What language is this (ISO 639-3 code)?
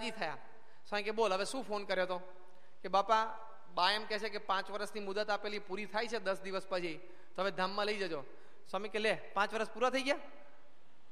guj